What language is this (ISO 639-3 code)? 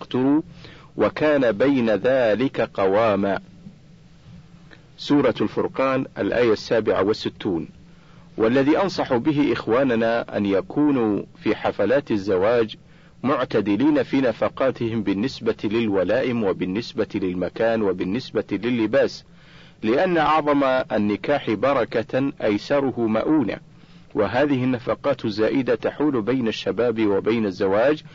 ara